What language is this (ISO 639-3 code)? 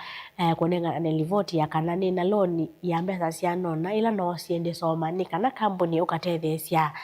kam